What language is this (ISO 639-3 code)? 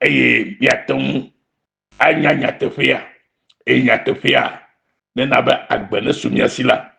ewe